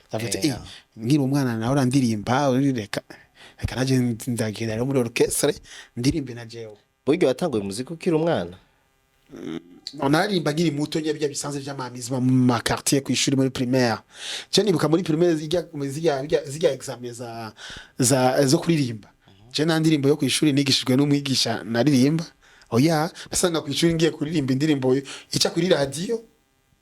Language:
Rundi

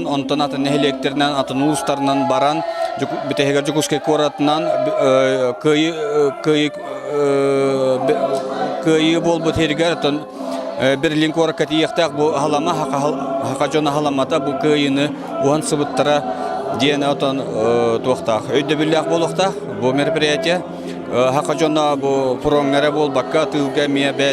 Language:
Yakut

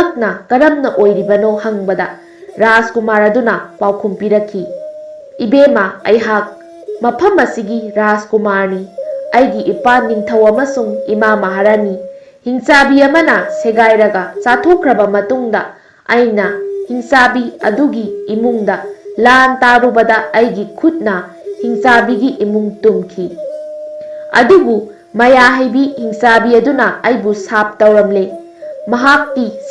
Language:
Manipuri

